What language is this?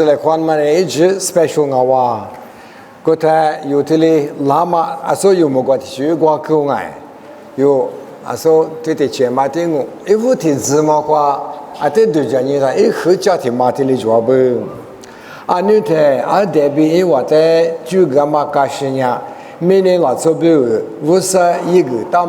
Lisu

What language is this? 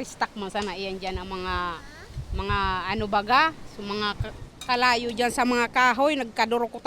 Bikol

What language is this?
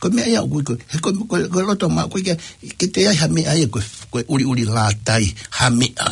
Tongan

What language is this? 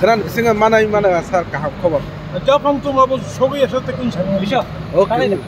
Kok Borok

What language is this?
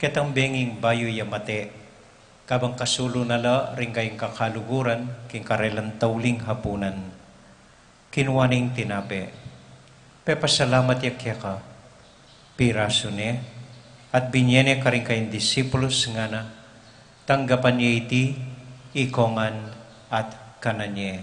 Pampanga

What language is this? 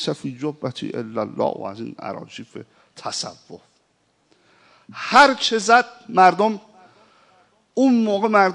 Persian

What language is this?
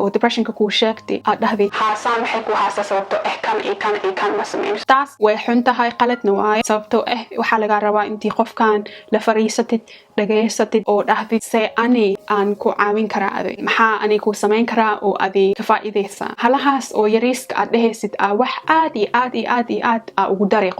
Somali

